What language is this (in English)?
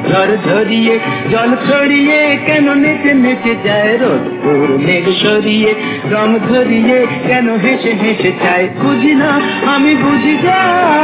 Bangla